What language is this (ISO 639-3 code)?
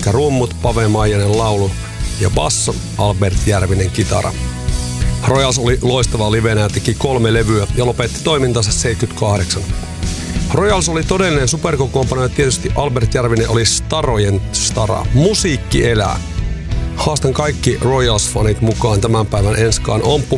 fin